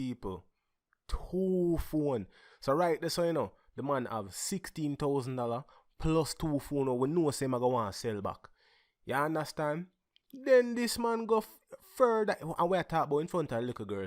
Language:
Jamaican Creole English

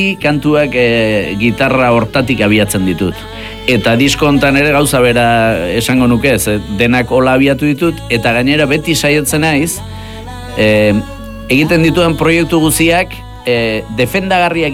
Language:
Basque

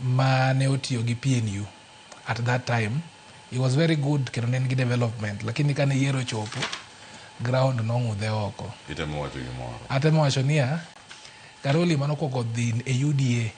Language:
Luo (Kenya and Tanzania)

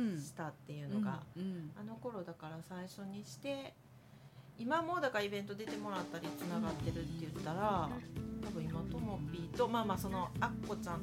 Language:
Japanese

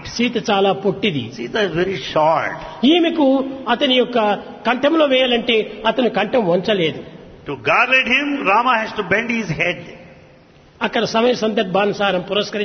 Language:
Telugu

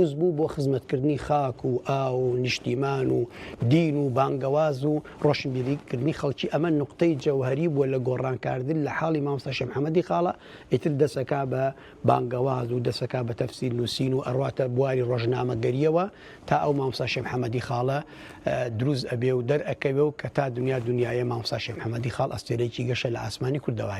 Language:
Central Kurdish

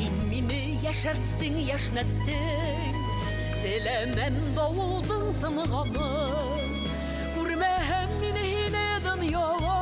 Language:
Bashkir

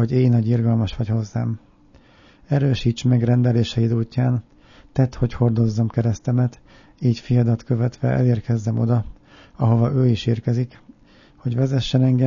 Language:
Hungarian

